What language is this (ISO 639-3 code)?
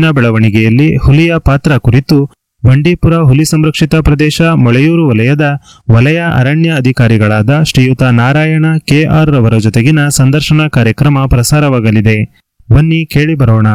kan